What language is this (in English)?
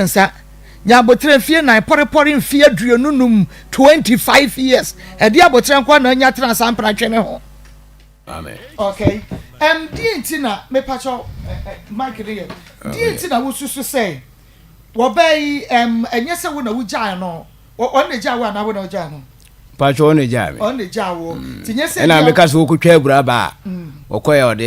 Akan